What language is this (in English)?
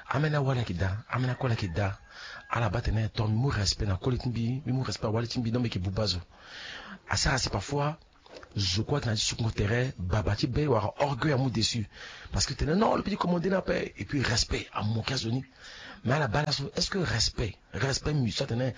Sango